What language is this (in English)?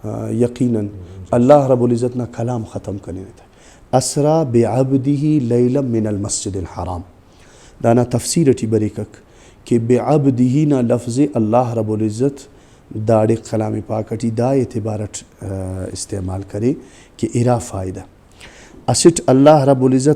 Brahui